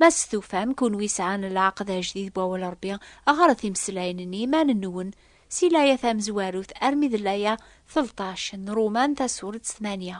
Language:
Kabyle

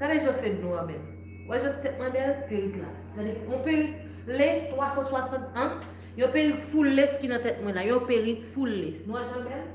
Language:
Haitian Creole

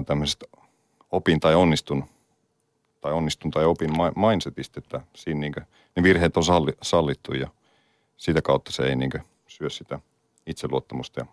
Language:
Finnish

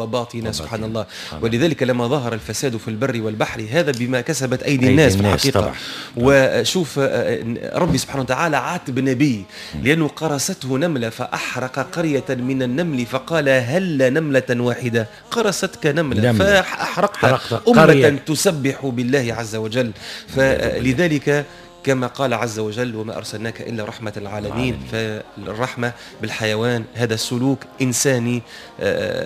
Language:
Tunisian Arabic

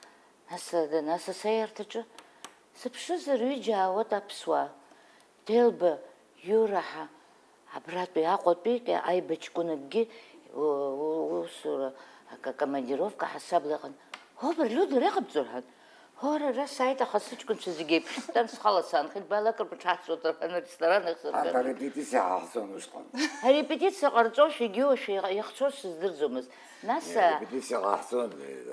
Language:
Abkhazian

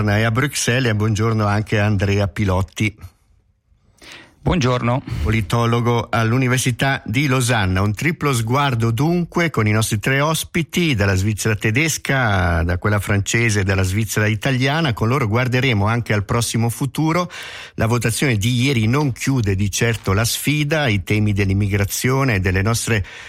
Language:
Italian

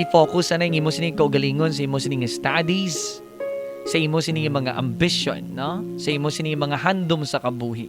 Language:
Hiligaynon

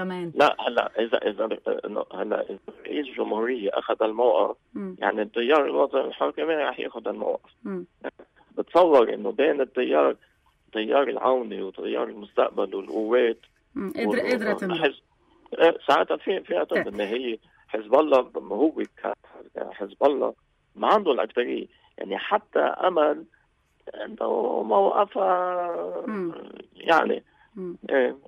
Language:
North Levantine Arabic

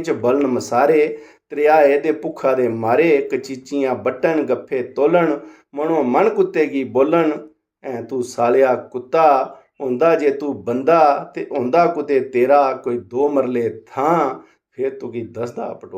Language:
Dogri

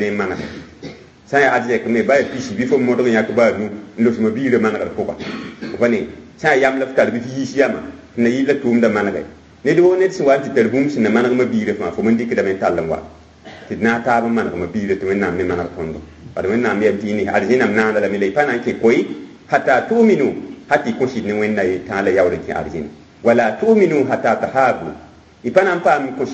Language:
Mossi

